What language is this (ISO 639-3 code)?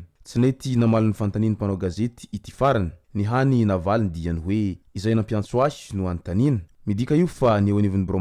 mlg